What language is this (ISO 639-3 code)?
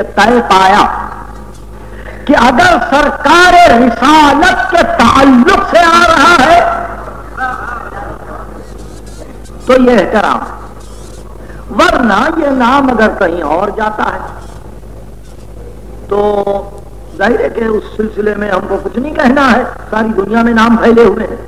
urd